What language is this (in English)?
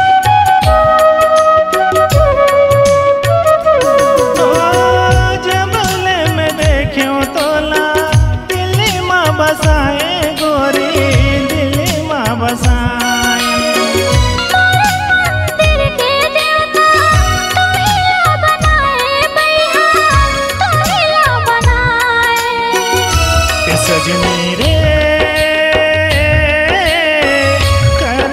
Chhattisgarhi